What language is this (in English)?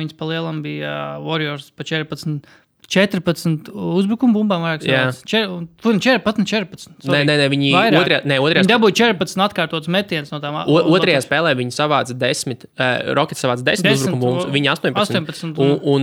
Latvian